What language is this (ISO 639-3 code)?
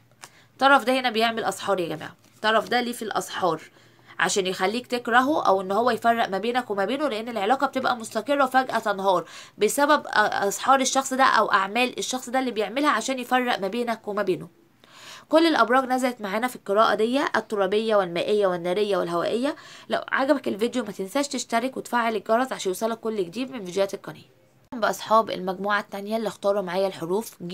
arz